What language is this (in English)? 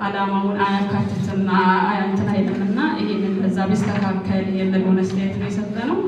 Amharic